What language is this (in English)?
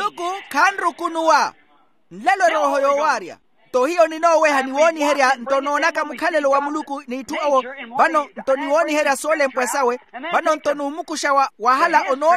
Makhuwa